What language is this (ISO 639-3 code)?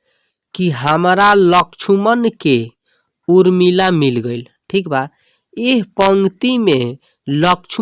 bho